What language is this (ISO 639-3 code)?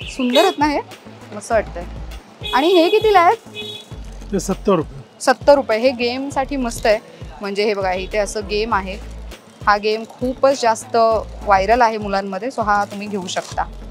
mar